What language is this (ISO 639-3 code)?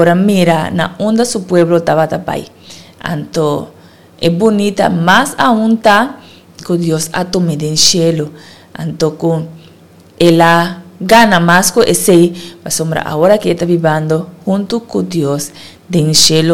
pap